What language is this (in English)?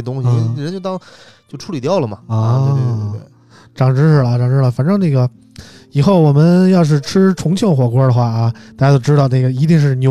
Chinese